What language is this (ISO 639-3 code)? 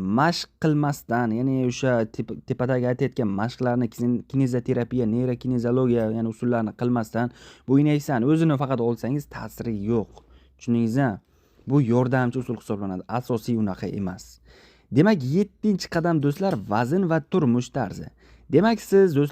uzb